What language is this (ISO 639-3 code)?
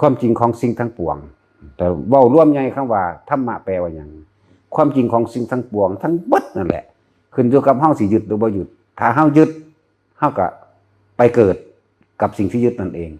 tts